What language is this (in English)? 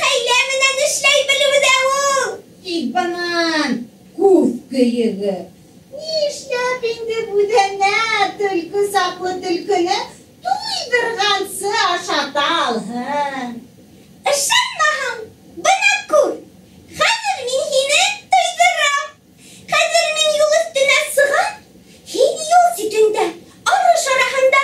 Bashkir